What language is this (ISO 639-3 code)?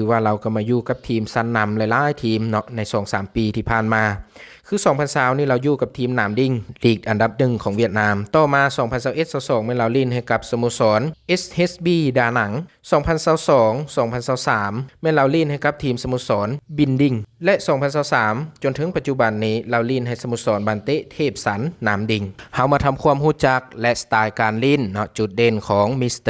lao